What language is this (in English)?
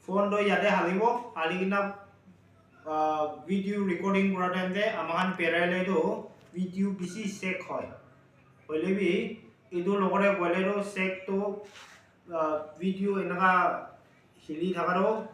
Naga Pidgin